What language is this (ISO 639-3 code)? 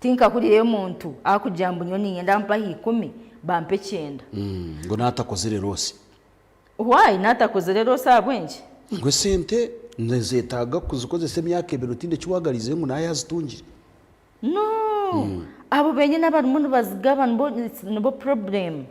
nyn